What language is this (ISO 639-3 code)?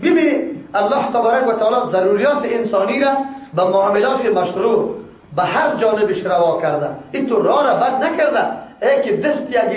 fas